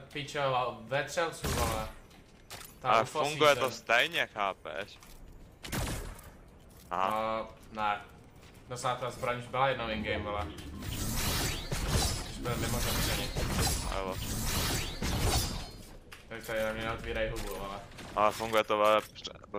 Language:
Czech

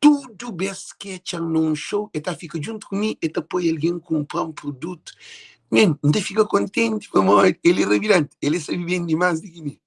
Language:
Kabuverdianu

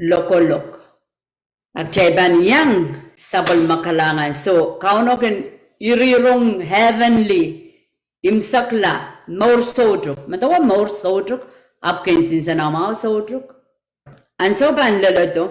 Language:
Pohnpeian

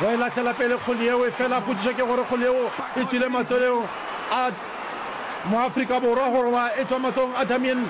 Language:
Northern Sotho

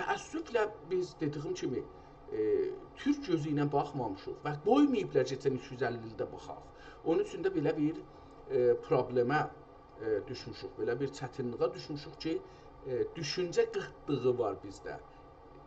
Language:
South Azerbaijani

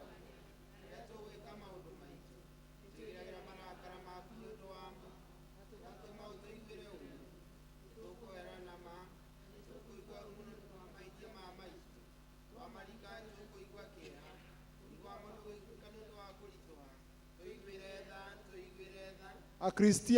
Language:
Kikuyu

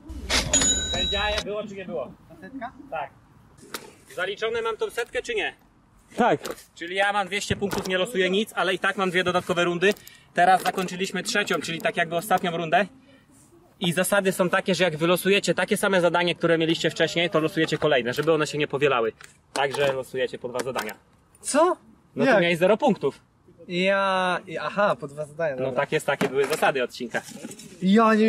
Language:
Polish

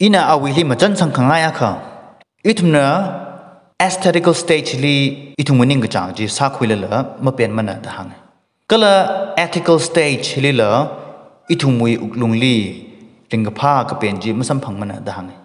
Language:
Tangkhul Naga (India)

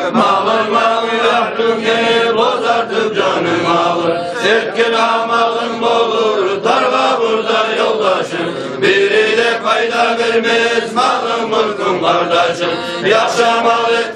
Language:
Kumyk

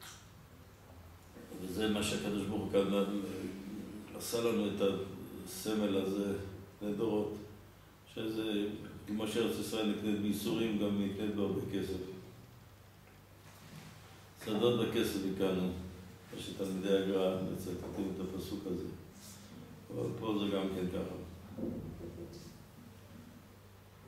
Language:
Hebrew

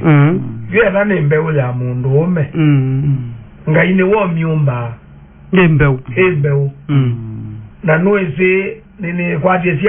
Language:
Kamba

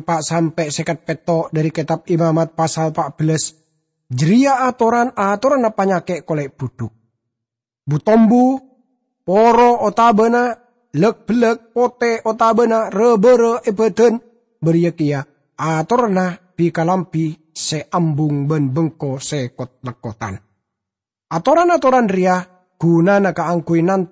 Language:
Madurese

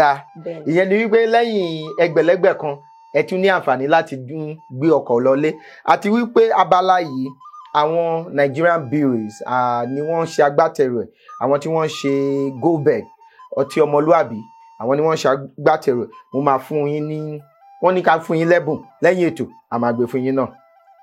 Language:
Yoruba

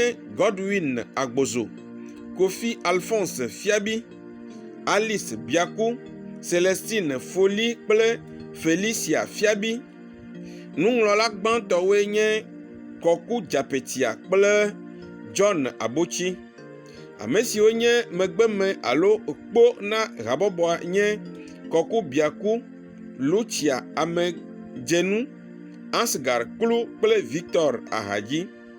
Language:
Ewe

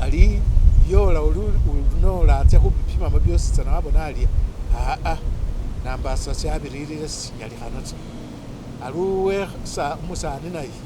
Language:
Masaaba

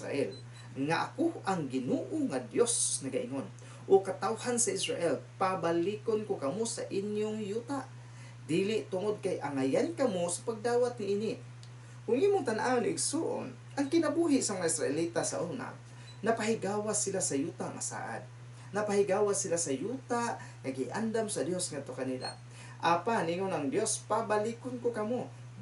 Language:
Cebuano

